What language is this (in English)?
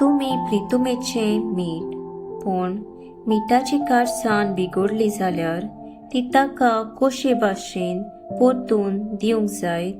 Konkani